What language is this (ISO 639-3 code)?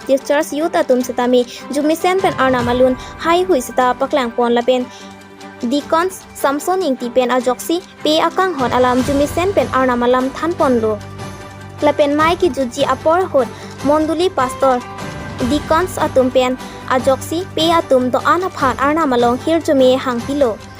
mjw